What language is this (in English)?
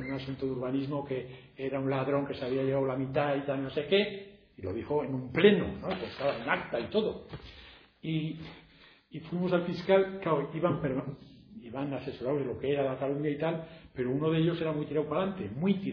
Spanish